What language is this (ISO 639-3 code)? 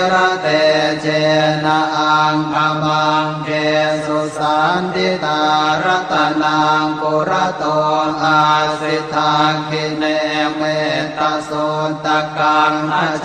pli